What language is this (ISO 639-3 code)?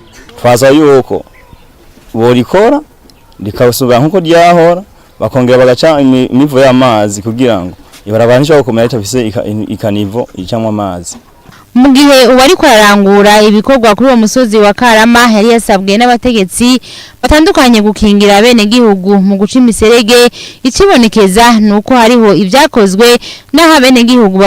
run